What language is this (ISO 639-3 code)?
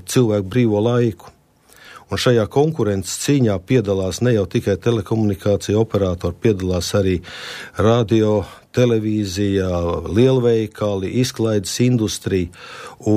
lav